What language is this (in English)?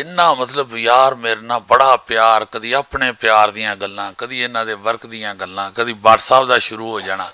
Western Panjabi